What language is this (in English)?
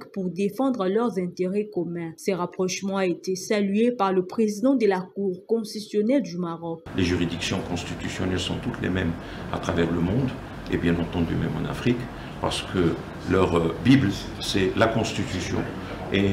French